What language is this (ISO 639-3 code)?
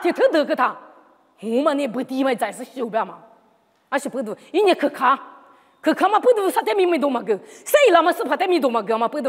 lis